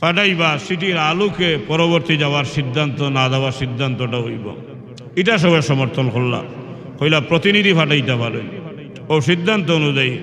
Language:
Sylheti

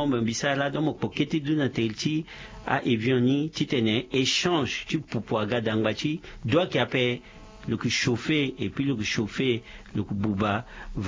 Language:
Sango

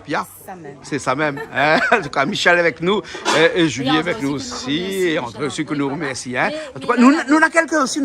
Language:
Réunion Creole French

